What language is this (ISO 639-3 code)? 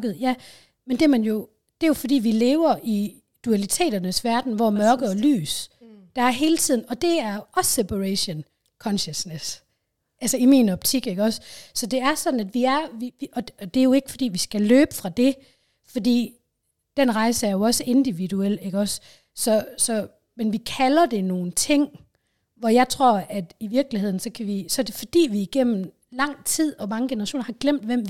dan